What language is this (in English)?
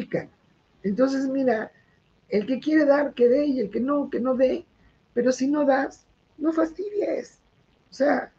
Spanish